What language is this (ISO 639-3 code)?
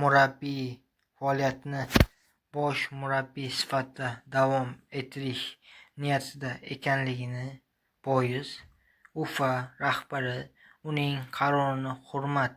uzb